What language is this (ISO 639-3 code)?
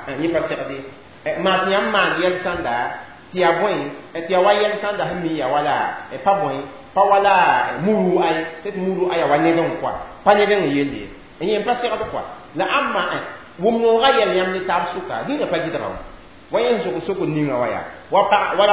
mos